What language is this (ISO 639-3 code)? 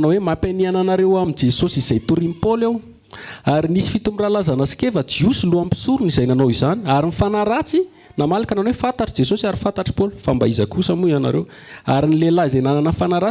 mlg